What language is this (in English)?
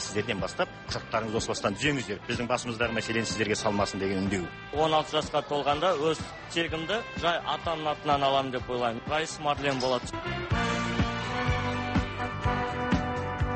Kazakh